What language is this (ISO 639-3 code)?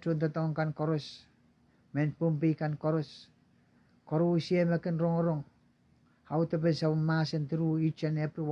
pon